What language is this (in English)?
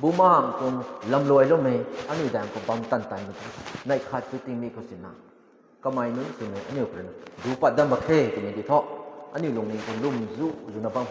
Rongmei Naga